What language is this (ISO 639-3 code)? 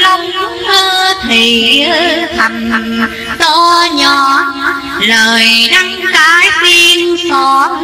vie